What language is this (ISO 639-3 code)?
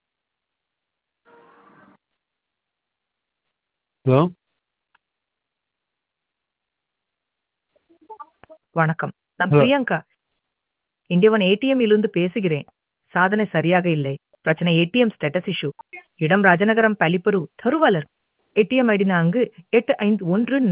tam